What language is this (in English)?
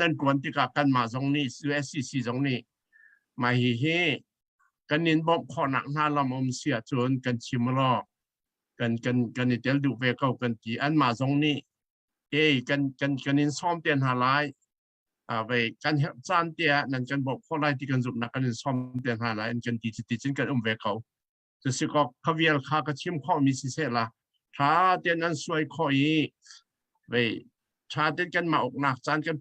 Hakha Chin